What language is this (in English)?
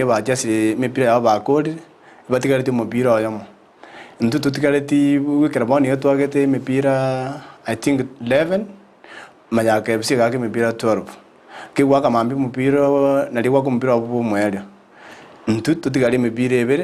Gusii